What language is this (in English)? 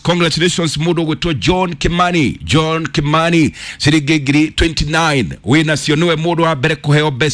Kikuyu